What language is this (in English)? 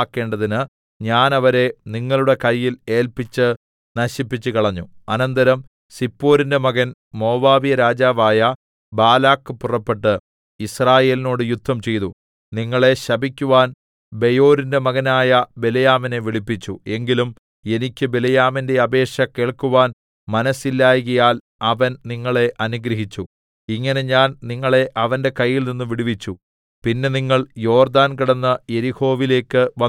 Malayalam